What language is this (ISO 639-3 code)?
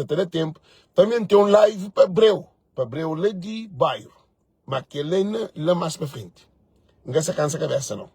kea